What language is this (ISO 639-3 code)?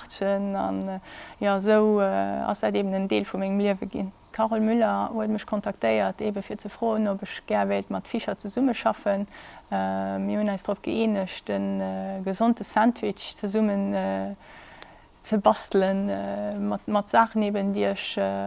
ltz